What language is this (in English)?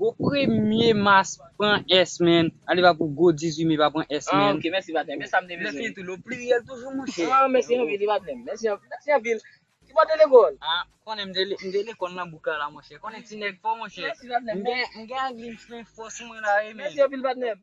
Haitian Creole